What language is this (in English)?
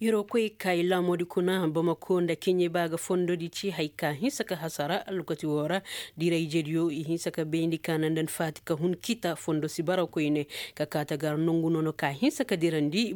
Koyraboro Senni